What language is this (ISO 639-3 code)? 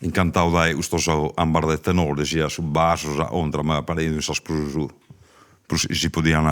srd